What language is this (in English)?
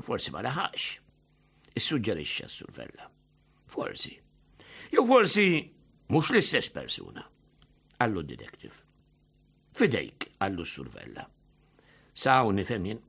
Maltese